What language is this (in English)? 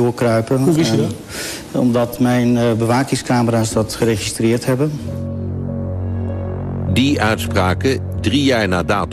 Dutch